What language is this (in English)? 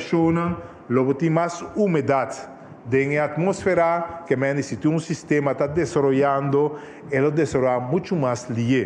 Papiamento